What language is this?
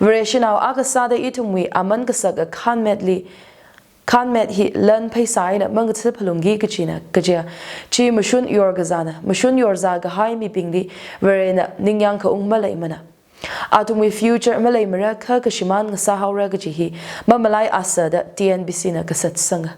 Tangkhul Naga (India)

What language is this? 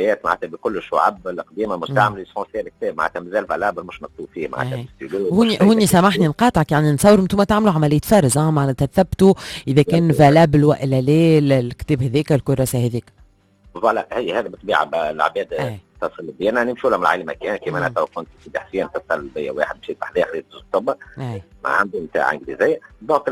Tunisian Arabic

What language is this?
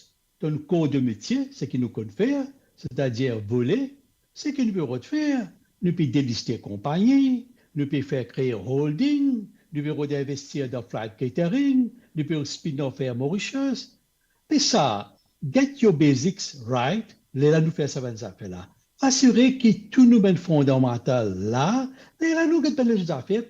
Morisyen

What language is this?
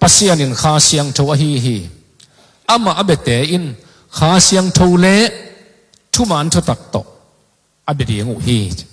Tedim Chin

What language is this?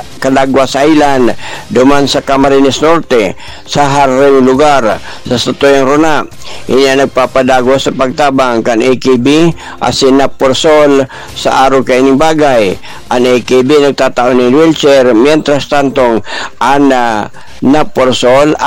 Bikol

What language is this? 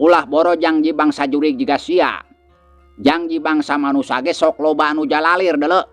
Sundanese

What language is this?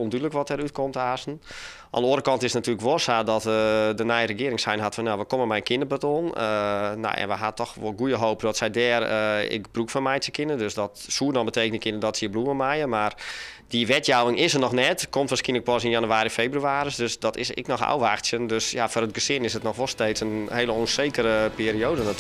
Western Frisian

